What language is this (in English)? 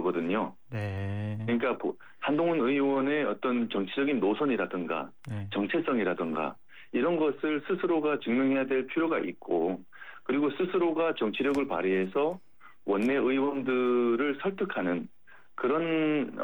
Korean